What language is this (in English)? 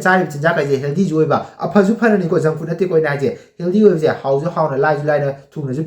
Manipuri